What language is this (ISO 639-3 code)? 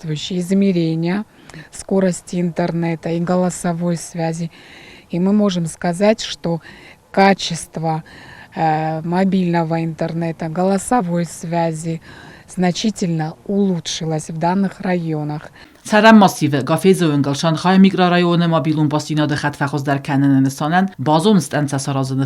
oss